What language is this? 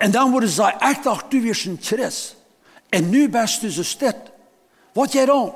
Plautdietsch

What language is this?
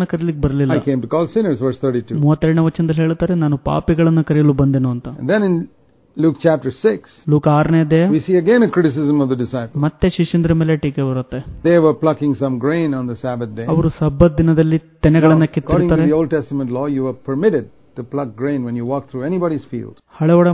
Kannada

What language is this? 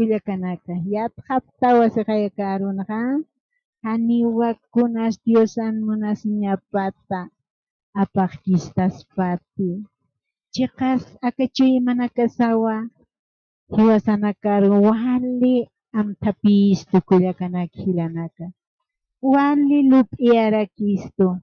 Aymara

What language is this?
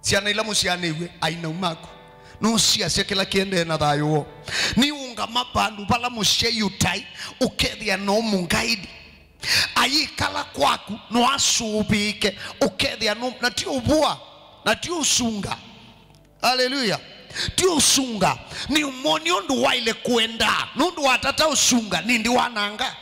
Kamba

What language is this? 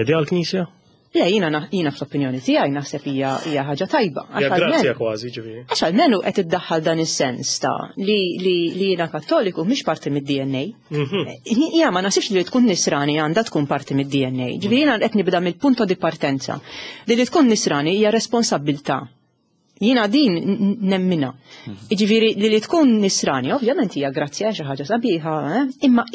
Maltese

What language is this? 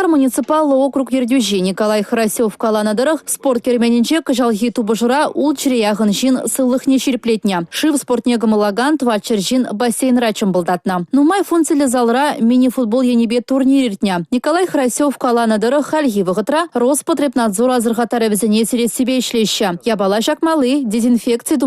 Chuvash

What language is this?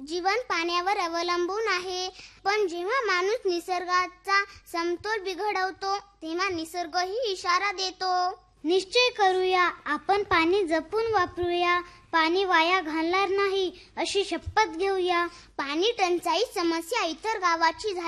Marathi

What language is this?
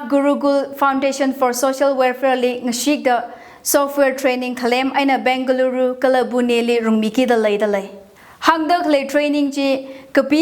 Tangkhul Naga (India)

